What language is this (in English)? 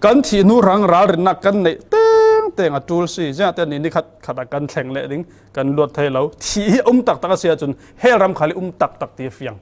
Falam Chin